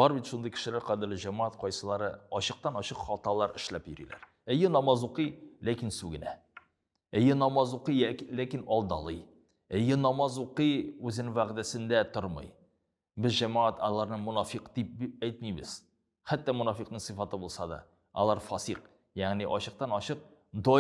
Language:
Tatar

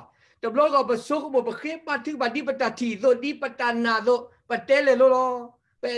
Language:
S'gaw Karen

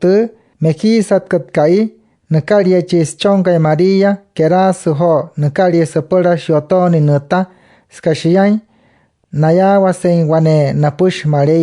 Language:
Wayuu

